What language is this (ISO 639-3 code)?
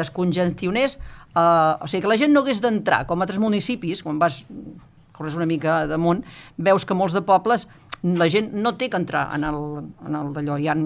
cat